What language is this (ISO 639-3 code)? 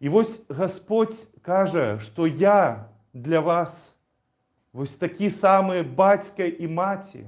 bel